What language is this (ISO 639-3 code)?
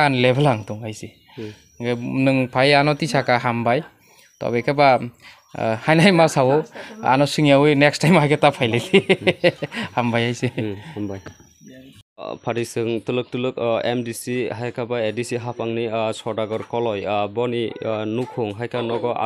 trp